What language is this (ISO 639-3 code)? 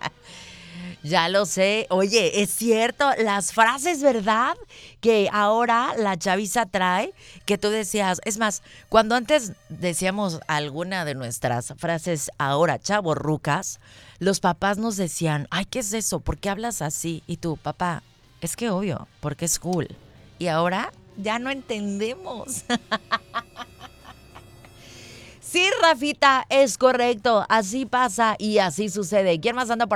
spa